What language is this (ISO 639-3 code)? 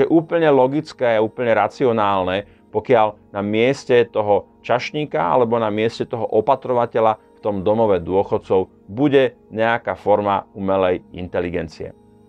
slk